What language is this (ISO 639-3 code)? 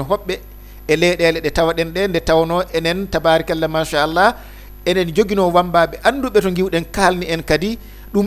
ful